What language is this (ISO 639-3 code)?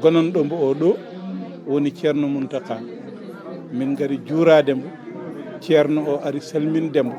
ful